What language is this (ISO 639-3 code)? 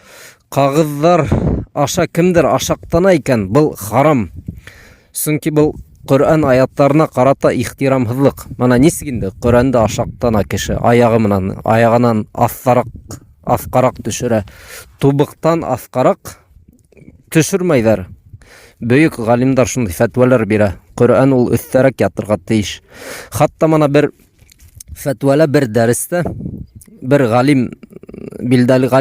bak